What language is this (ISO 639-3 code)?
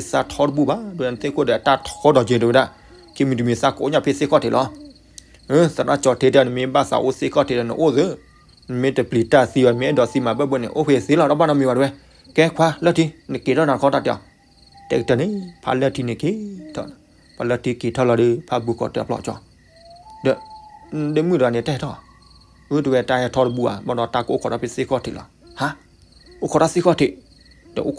ksw